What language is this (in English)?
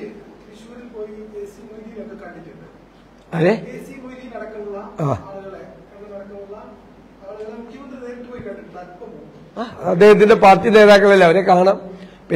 Malayalam